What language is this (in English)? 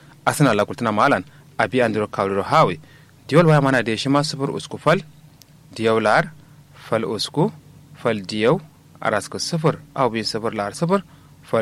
Kanuri